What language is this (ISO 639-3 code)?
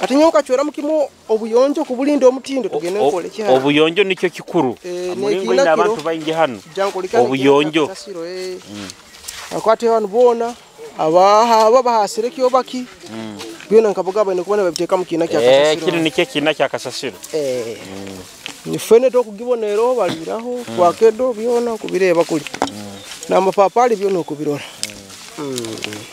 nyo